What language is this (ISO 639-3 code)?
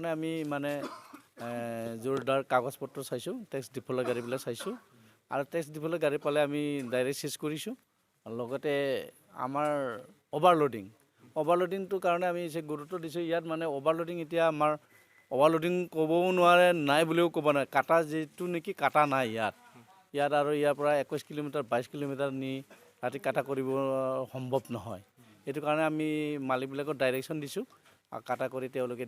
asm